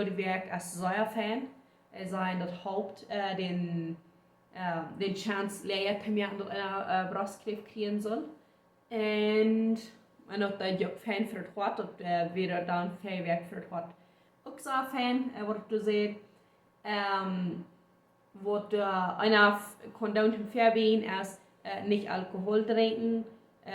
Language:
Plautdietsch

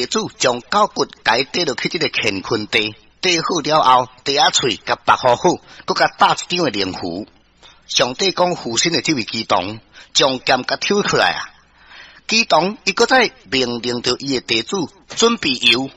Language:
Min Nan Chinese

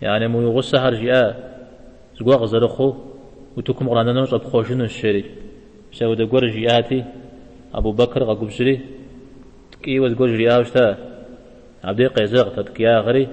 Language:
Kabardian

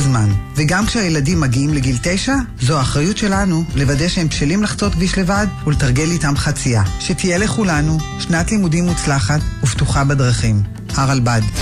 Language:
Hebrew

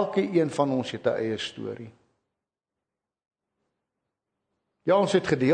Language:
Afrikaans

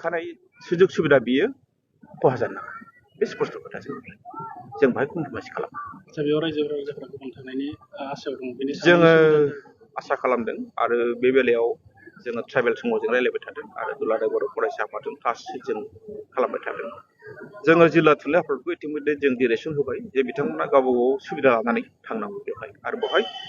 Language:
Bodo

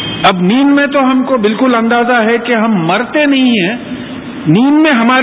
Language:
Urdu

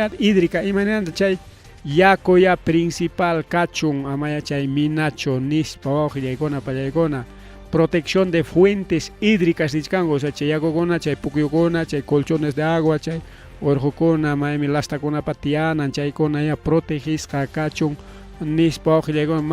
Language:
Ayacucho Quechua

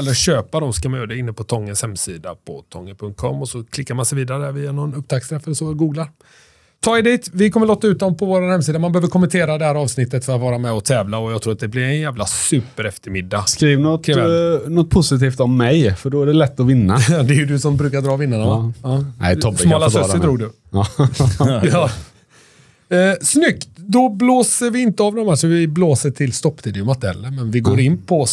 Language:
Swedish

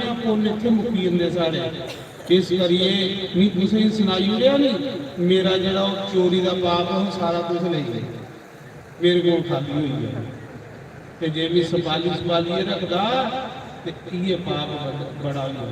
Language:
Dogri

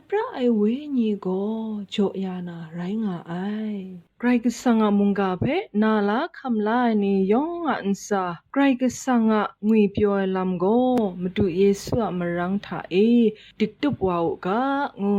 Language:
Kachin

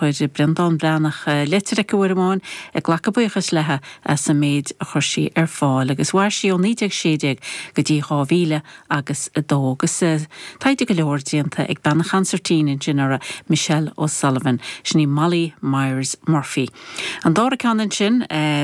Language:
Irish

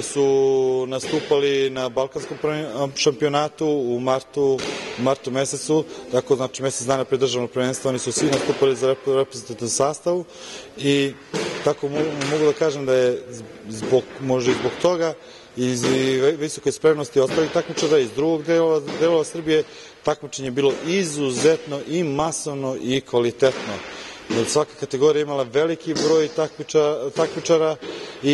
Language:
Serbian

